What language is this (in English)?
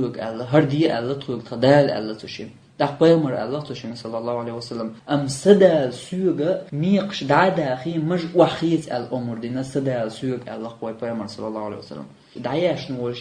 Chechen